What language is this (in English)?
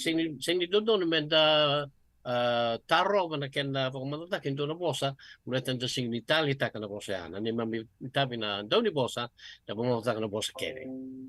Fijian